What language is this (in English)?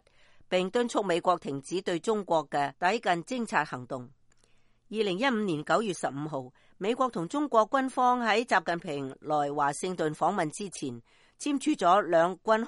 Cantonese